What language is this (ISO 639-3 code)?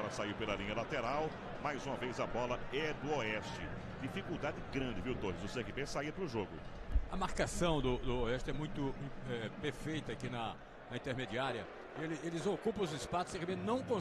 por